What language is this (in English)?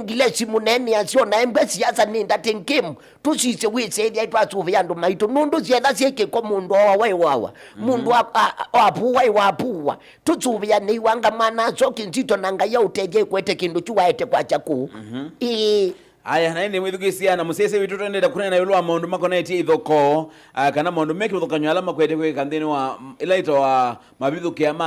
Kamba